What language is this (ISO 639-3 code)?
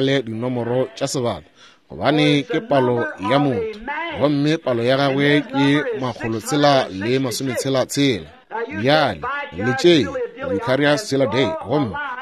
nso